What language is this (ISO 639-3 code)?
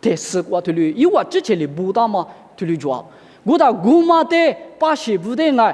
lis